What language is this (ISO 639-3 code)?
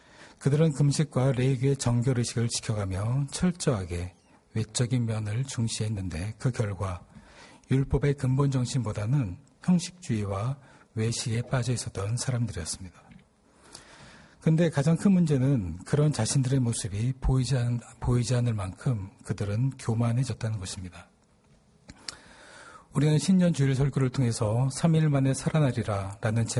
kor